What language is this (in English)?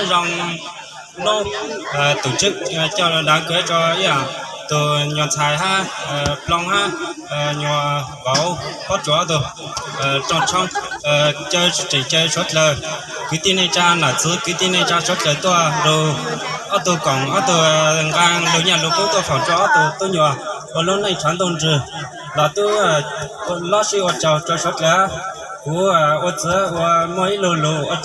Hmong